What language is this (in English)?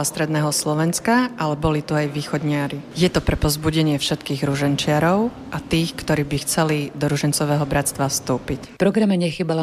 Slovak